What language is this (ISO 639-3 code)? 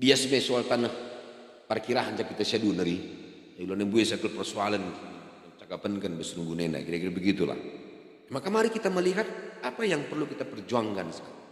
btx